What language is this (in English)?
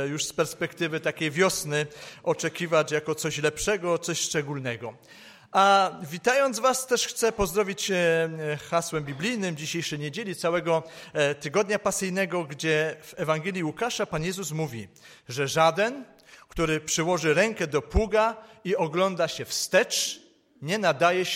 Polish